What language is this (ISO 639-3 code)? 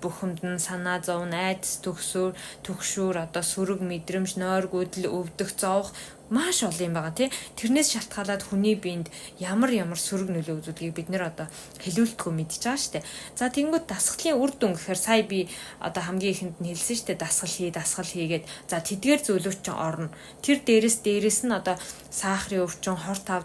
mon